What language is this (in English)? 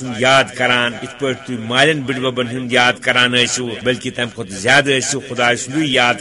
Kashmiri